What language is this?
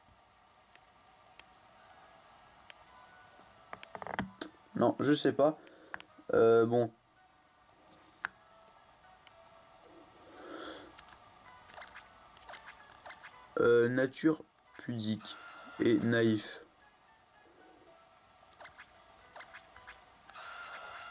French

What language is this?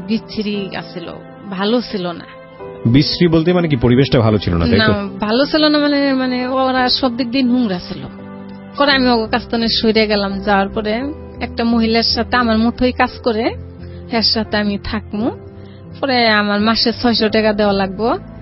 Bangla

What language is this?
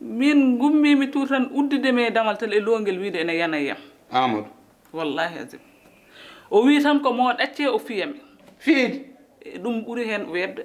Fula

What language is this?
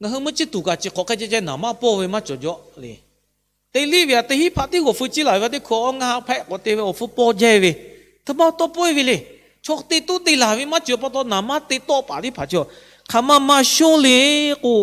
Lahu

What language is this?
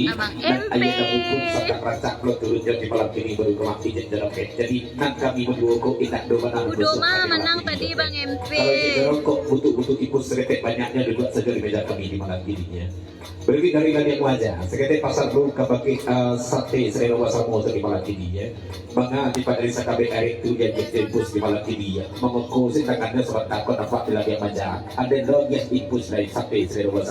Minangkabau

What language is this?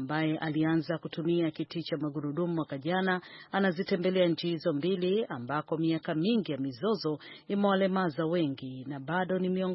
Swahili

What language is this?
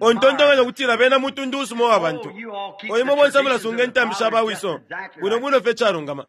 Bemba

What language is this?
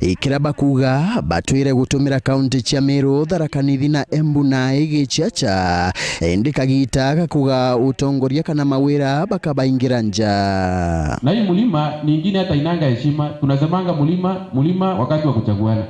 Meru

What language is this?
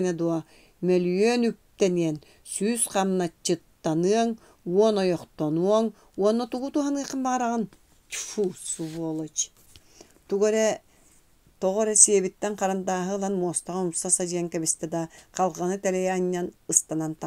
Yakut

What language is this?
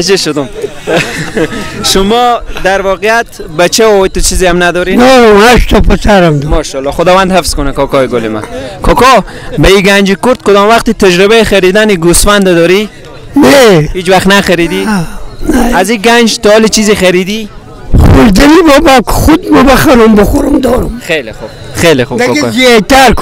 Persian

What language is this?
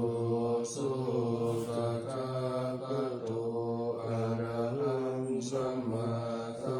Pali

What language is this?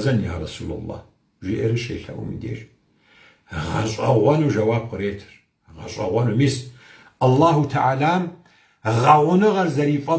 Kabardian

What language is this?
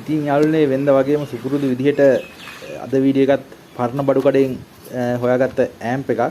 Sinhala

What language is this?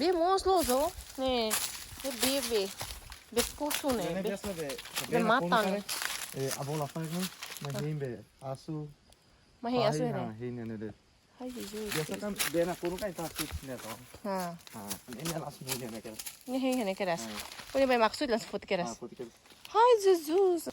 Tetum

